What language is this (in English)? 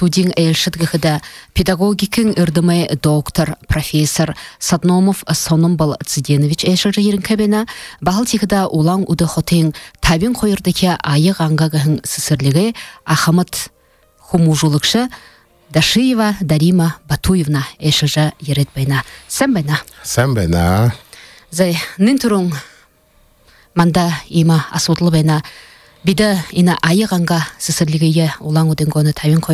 Buriat